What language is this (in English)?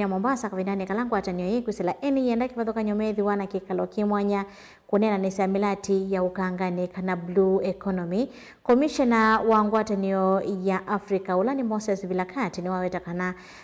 Kamba